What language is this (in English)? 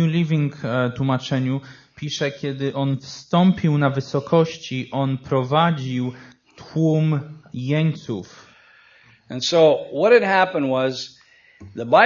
Polish